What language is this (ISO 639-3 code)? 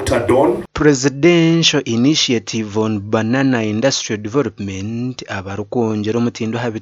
nyn